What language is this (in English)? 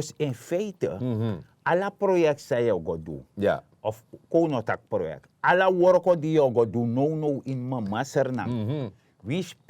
Sranan Tongo